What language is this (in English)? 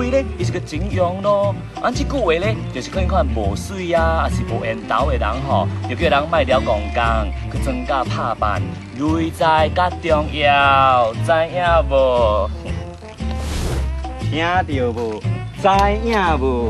Min Nan Chinese